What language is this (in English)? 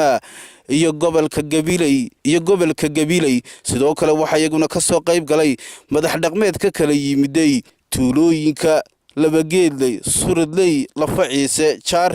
Somali